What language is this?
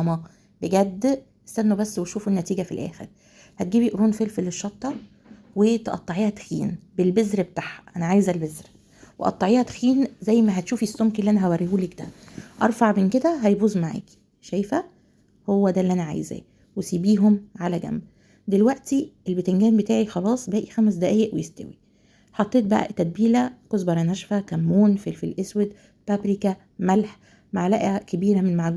Egyptian Arabic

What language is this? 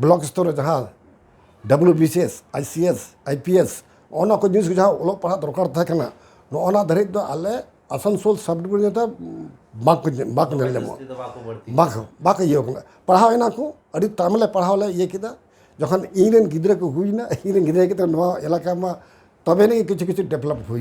Santali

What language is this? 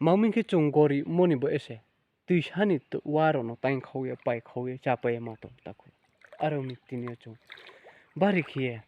Riang (India)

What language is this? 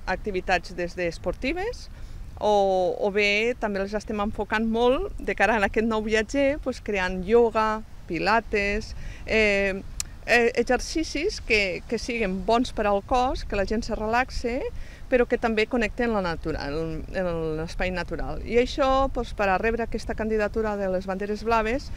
Catalan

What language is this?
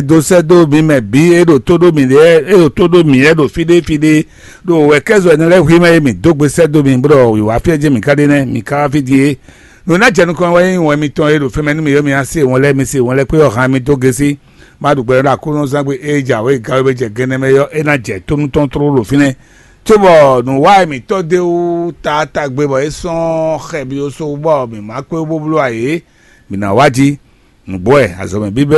Fon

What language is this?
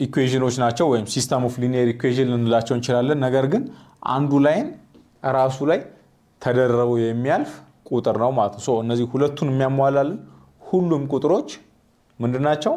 Amharic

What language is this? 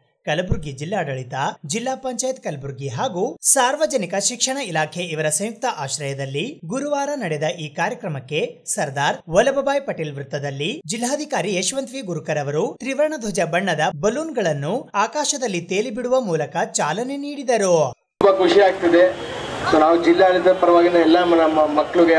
Kannada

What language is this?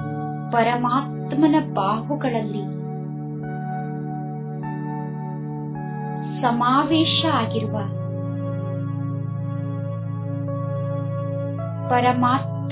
Kannada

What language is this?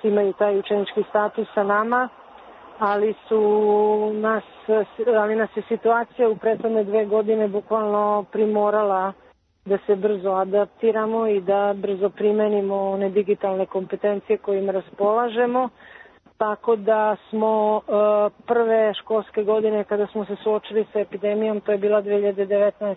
Serbian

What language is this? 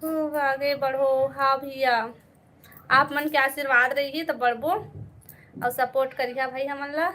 Chhattisgarhi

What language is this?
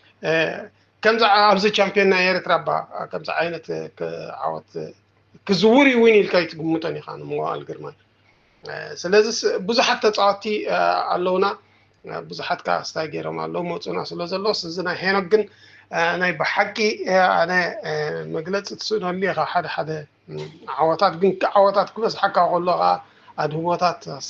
Tigrinya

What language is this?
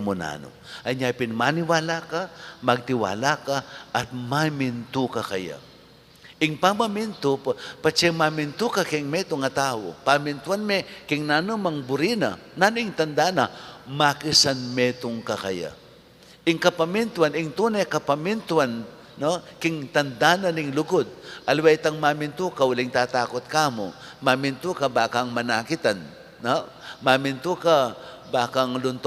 Pampanga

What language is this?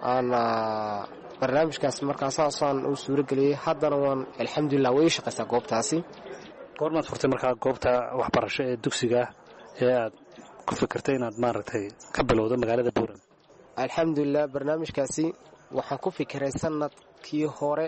Somali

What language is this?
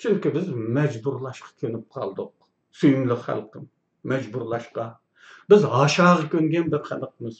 Uyghur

